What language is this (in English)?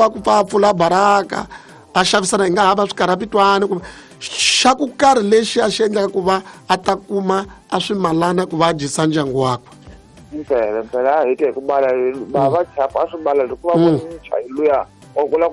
Tsonga